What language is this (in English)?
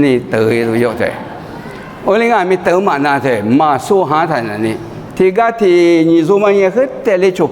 Lisu